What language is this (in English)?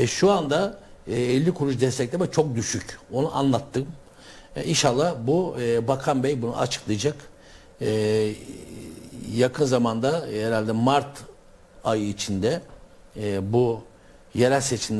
Turkish